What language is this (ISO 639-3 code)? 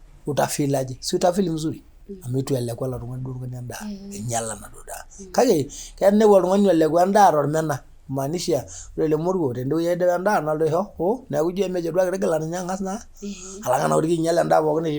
mas